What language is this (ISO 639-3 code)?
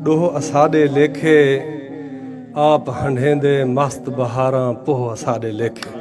skr